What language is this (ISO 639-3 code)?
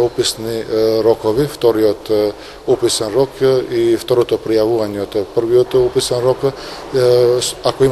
mkd